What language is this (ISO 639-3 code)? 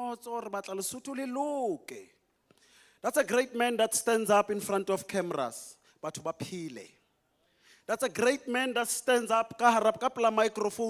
sot